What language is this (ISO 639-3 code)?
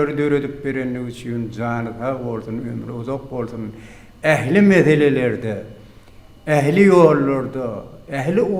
tuk